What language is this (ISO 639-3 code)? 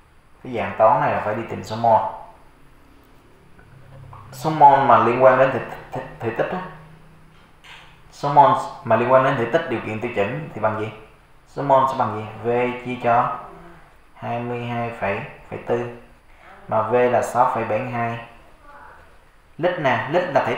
vie